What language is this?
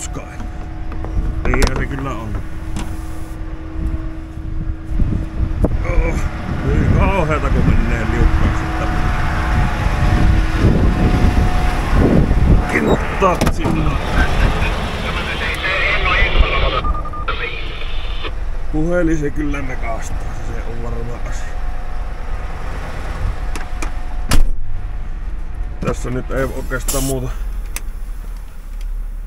Finnish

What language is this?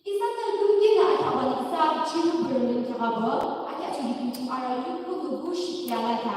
Yimchungru Naga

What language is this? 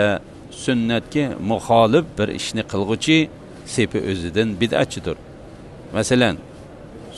Uyghur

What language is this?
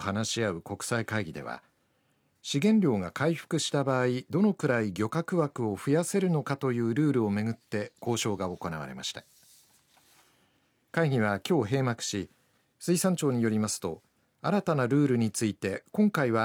Japanese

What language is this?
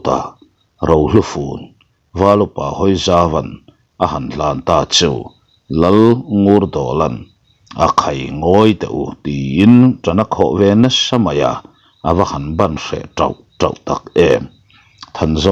Mizo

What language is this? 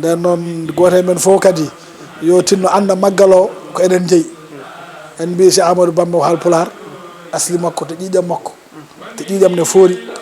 Fula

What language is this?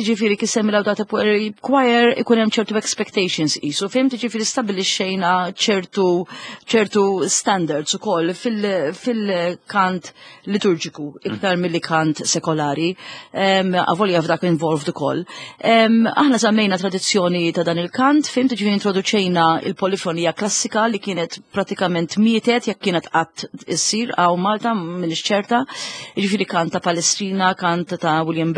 Maltese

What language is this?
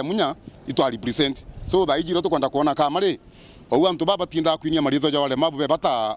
Meru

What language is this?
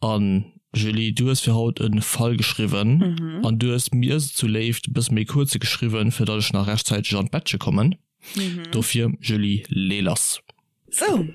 Luxembourgish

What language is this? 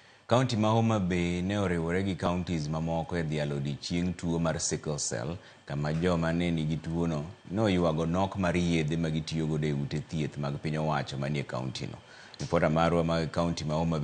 Luo (Kenya and Tanzania)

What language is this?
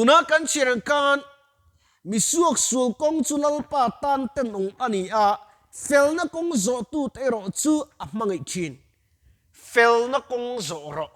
Mizo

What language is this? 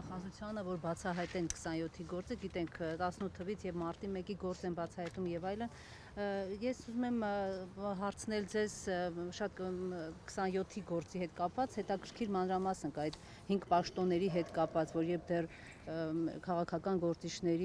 Armenian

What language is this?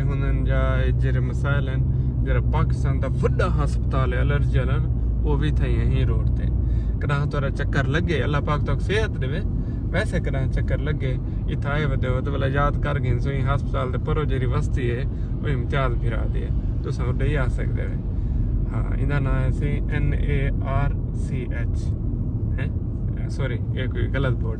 Saraiki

